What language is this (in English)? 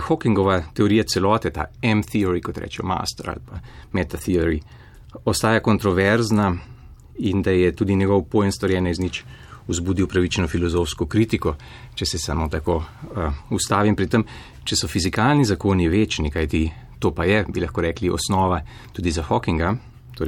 Slovenian